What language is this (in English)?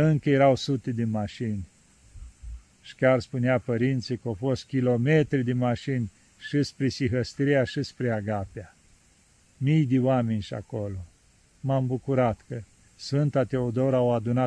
Romanian